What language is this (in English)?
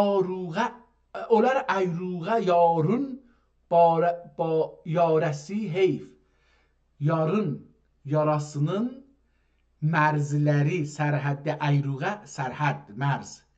South Azerbaijani